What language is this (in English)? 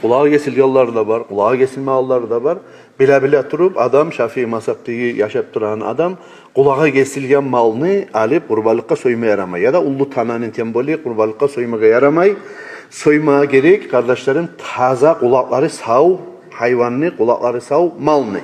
Kumyk